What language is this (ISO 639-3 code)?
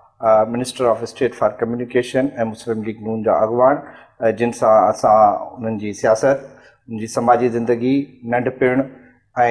snd